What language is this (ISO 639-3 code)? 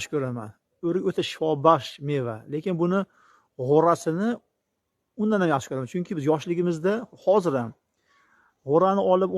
uzb